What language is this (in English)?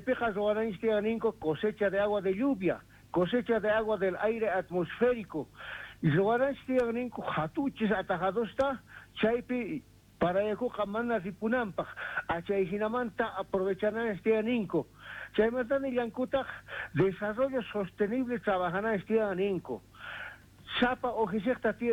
Quechua